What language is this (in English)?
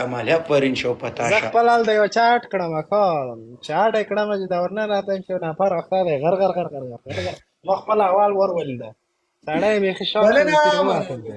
Pashto